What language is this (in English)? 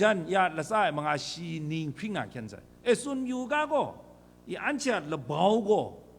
Kachin